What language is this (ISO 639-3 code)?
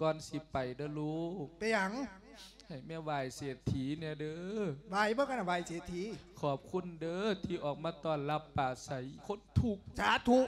lao